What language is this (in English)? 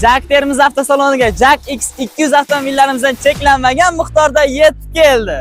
Uzbek